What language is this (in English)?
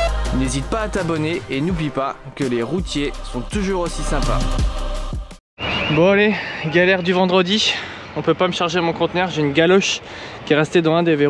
French